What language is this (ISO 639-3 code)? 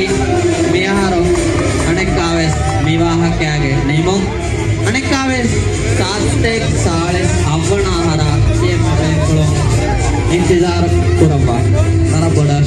div